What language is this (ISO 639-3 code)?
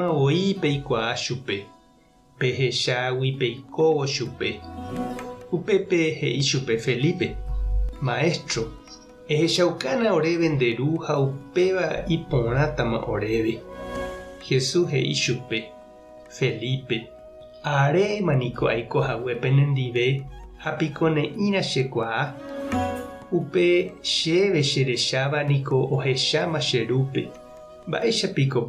grn